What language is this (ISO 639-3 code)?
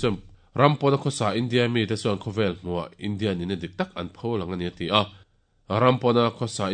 lus